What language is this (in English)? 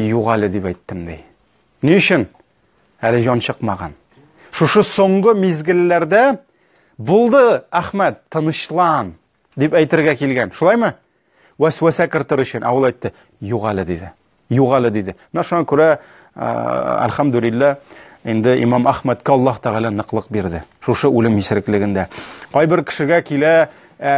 Tatar